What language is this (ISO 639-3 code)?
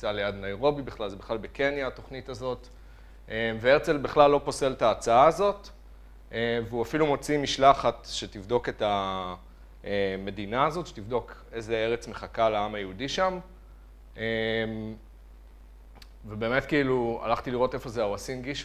heb